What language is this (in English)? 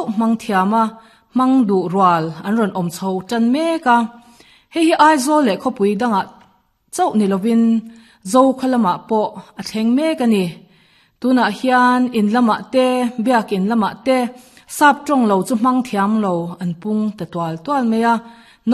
Mizo